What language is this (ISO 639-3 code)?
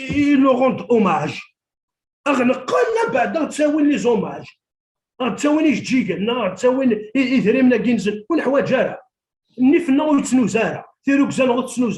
kab